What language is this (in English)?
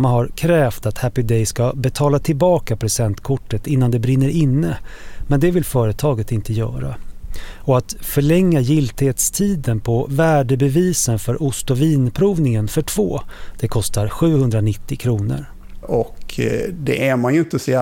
Swedish